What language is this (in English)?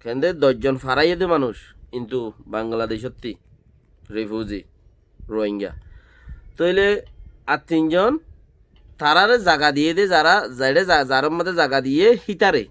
Rohingya